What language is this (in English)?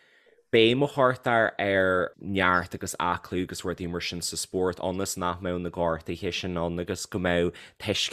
Irish